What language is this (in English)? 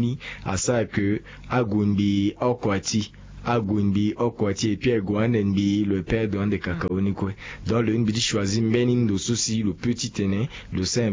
Sango